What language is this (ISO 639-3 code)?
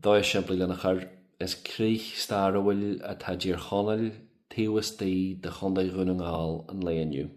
gle